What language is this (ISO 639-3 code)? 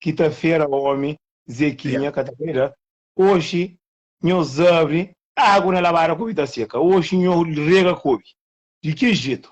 kea